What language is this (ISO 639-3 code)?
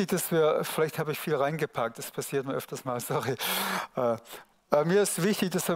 gsw